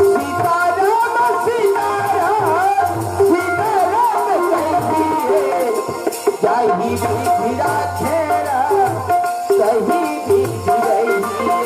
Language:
Chhattisgarhi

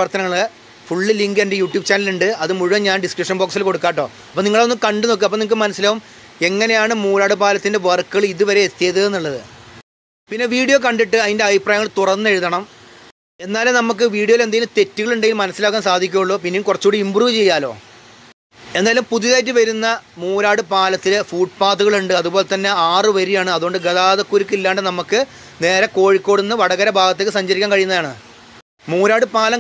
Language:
Malayalam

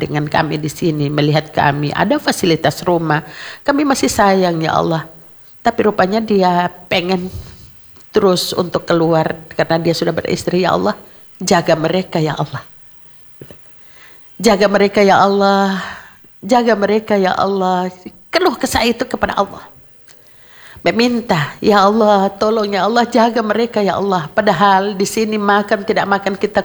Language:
Indonesian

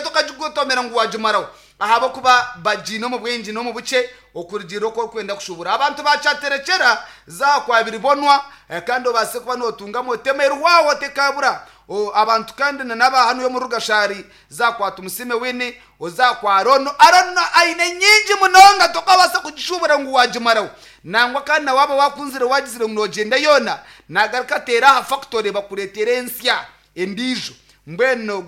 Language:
Nyankole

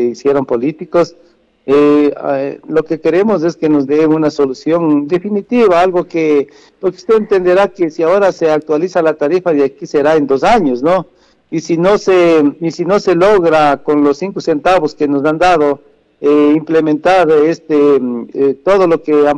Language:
Spanish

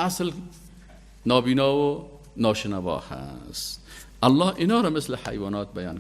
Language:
Persian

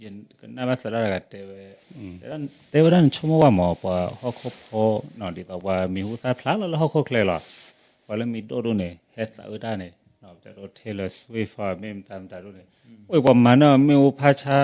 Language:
S'gaw Karen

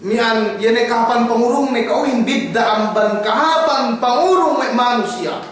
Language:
Yakan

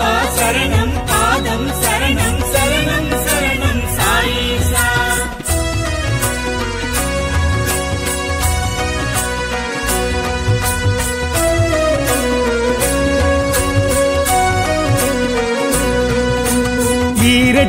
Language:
Tamil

